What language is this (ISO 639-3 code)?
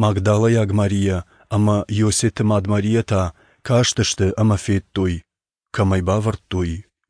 oss